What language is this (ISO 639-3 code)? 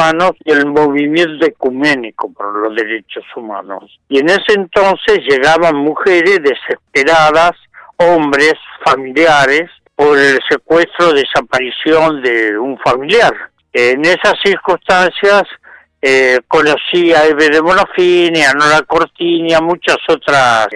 spa